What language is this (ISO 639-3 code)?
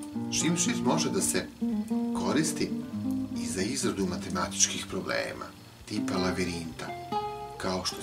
srp